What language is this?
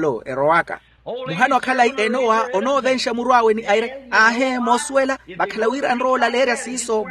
Makhuwa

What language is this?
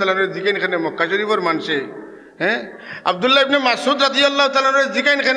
Sylheti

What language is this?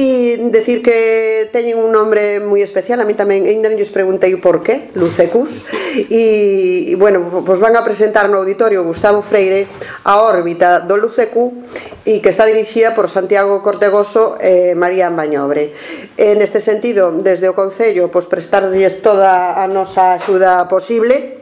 Galician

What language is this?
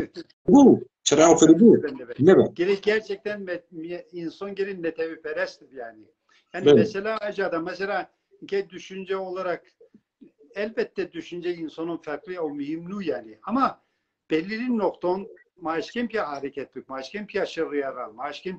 Zaza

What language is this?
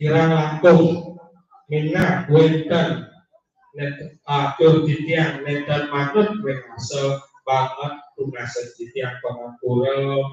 Balinese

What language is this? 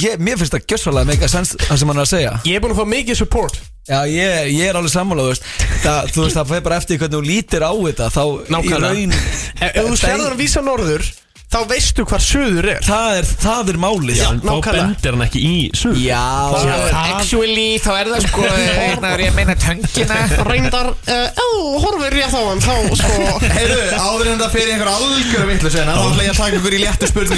Icelandic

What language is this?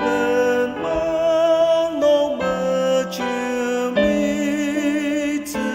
Ao Naga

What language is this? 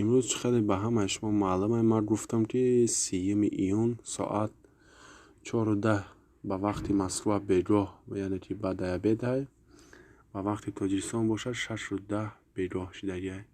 Tajik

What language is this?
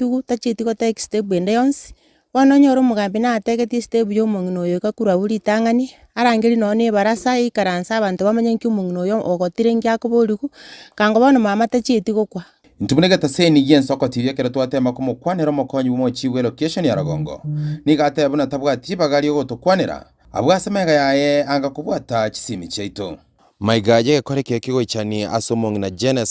Gusii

